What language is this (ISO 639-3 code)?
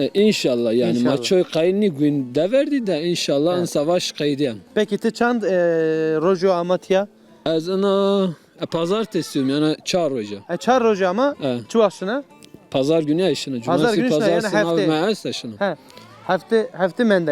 zza